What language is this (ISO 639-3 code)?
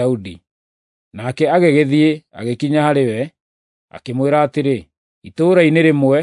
kik